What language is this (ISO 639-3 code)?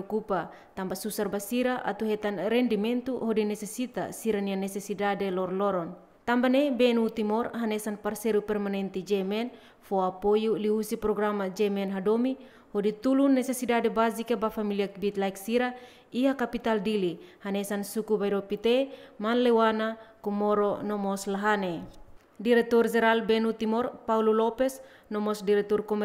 tet